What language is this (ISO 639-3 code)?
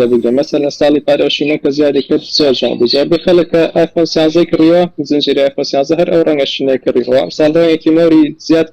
ckb